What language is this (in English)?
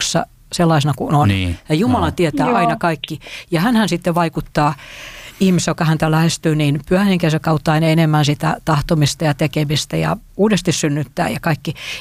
Finnish